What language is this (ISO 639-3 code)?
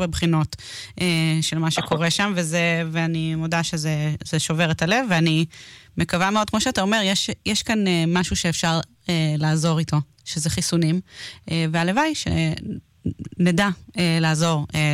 heb